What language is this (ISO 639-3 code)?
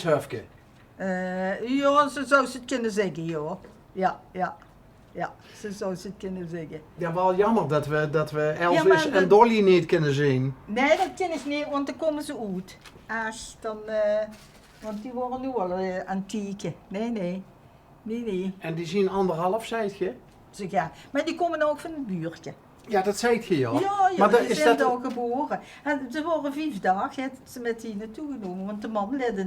lim